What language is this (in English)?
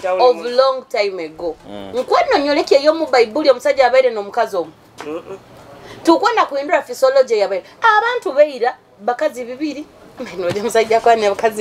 Nyoro